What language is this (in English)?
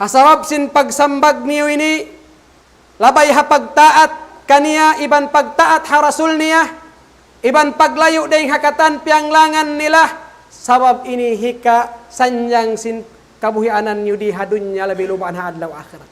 Tausug